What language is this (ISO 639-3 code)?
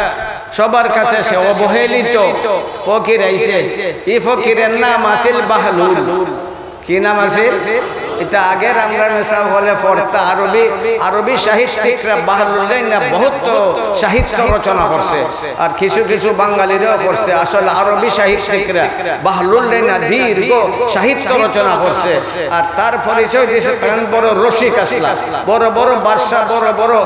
syl